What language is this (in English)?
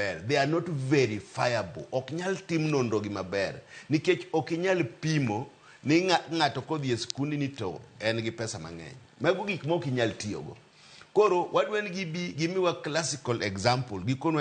Luo (Kenya and Tanzania)